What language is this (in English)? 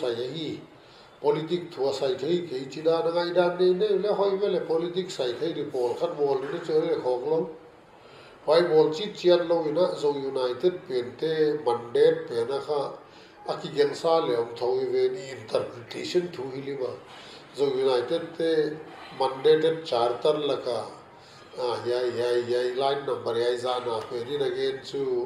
Paite Chin